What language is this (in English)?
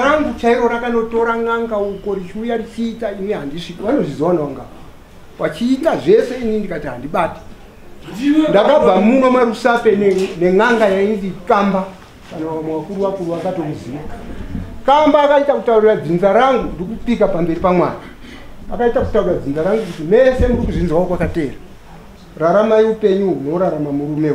Shona